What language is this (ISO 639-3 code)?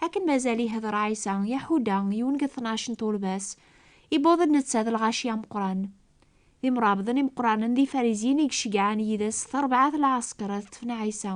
kab